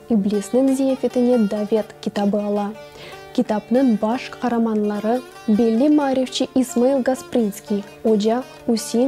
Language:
Crimean Tatar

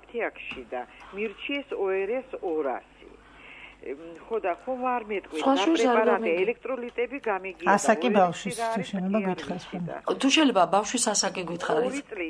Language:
Georgian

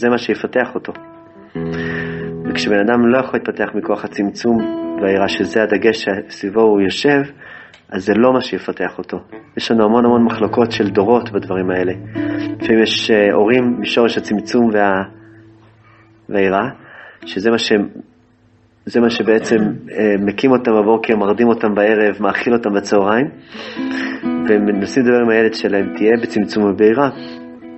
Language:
Hebrew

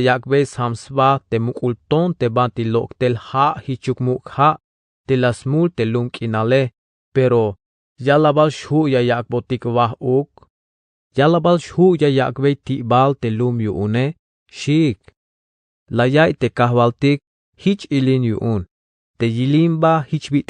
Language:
Tzeltal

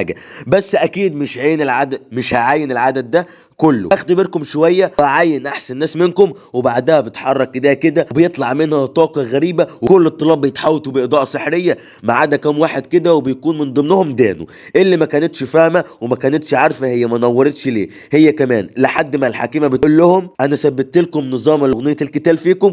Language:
Egyptian Arabic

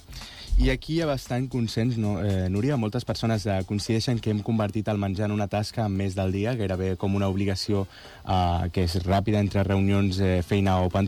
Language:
Catalan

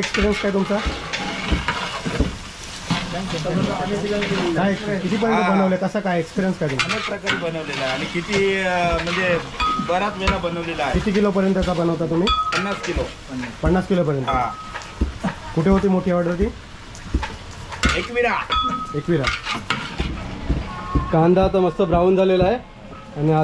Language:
Marathi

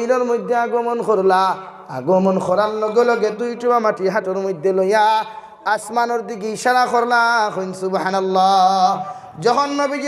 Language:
Sylheti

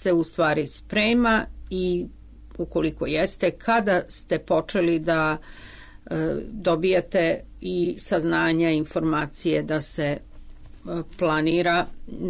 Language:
Serbian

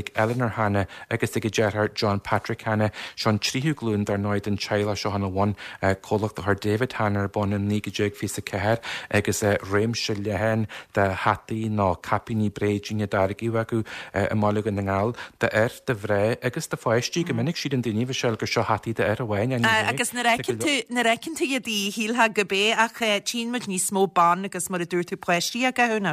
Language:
Irish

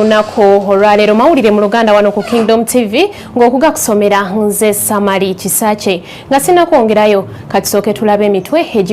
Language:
Ganda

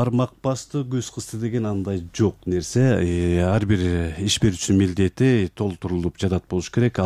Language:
Kyrgyz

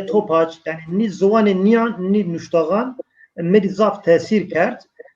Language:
Zaza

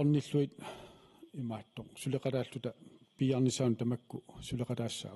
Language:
Kalaallisut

